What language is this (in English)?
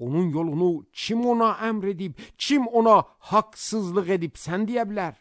Azerbaijani